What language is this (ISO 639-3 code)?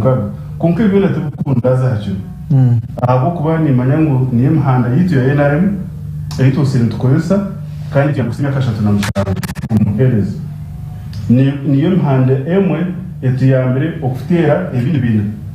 nyn